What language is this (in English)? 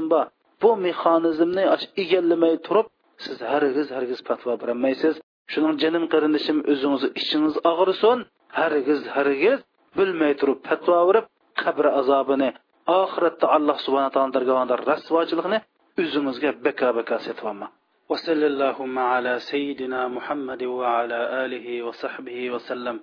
Uyghur